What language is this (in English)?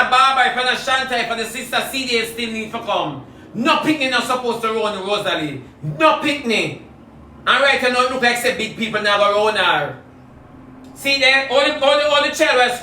Jamaican Creole English